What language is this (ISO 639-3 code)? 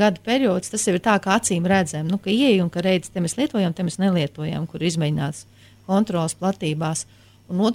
lav